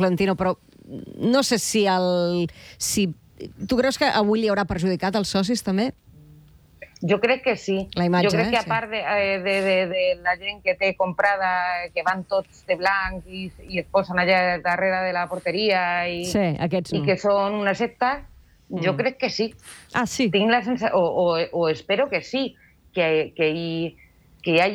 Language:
Catalan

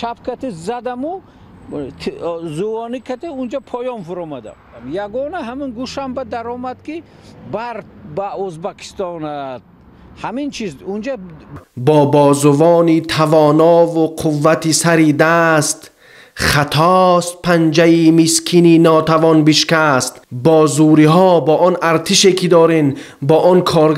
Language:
Tajik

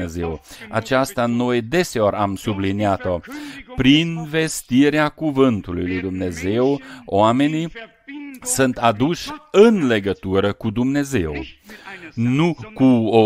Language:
Romanian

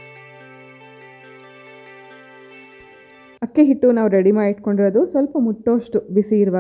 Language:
Kannada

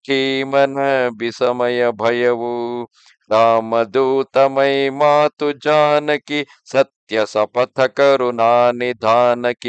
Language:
Kannada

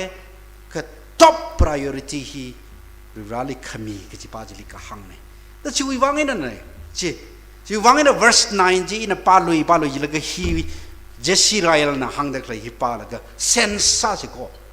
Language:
Tangkhul Naga (India)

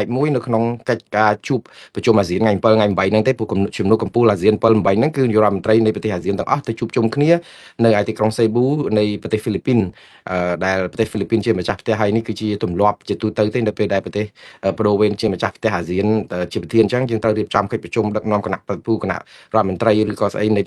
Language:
Khmer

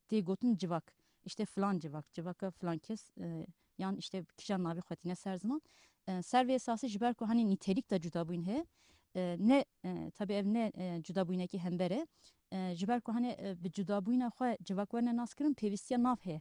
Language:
Kurdish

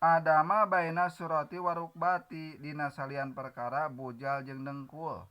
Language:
Sundanese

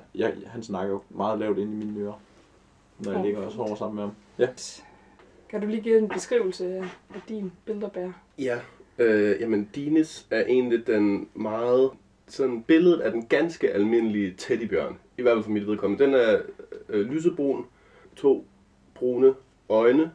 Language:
Danish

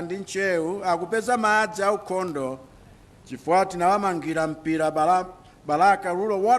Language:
Nyanja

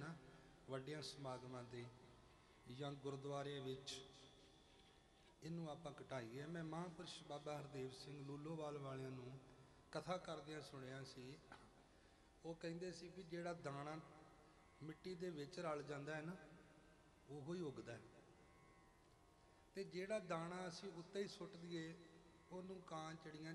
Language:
Punjabi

